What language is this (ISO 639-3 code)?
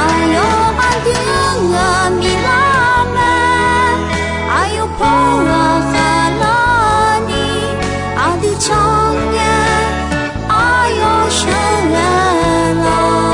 ahk